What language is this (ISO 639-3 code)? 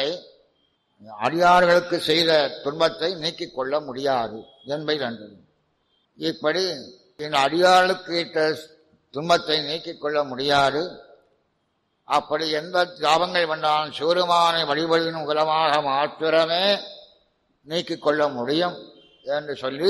tam